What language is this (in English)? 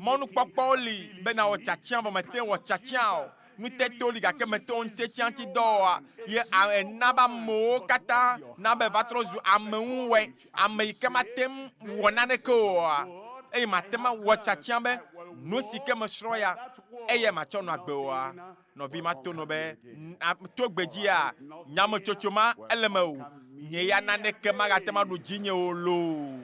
Ewe